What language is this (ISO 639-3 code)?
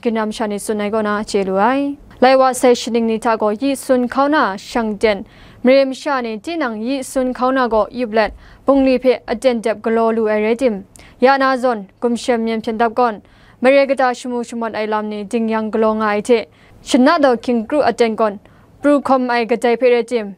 kac